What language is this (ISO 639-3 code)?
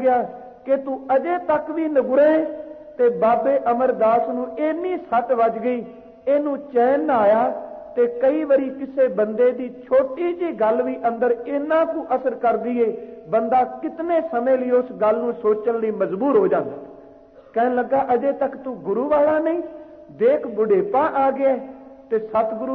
pan